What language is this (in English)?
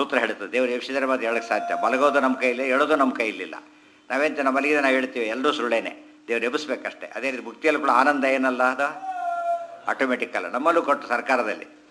Kannada